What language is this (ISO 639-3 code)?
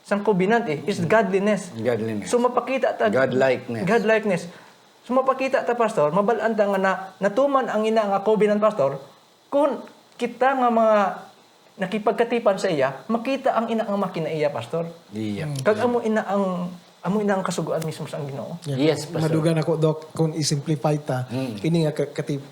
hil